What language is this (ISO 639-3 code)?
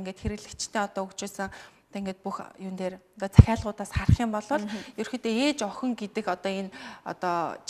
mon